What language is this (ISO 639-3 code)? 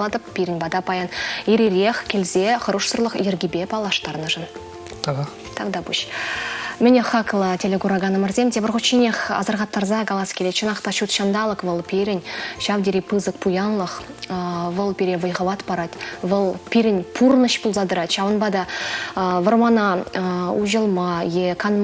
chv